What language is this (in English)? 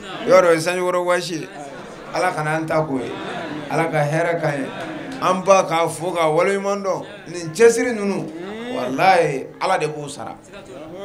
Bambara